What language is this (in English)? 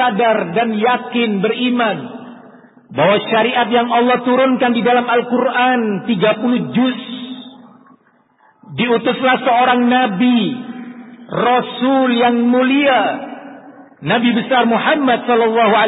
Indonesian